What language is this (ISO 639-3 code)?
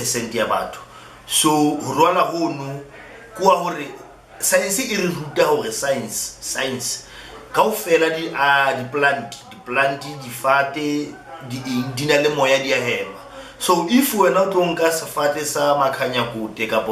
sot